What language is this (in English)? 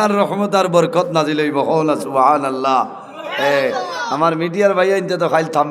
Sylheti